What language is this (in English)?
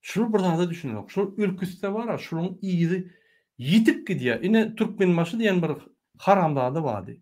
Turkmen